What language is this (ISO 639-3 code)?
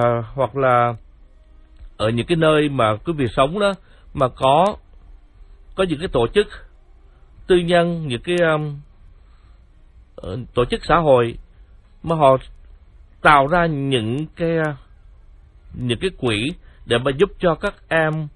vie